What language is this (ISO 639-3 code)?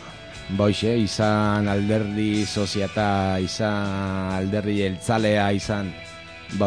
eus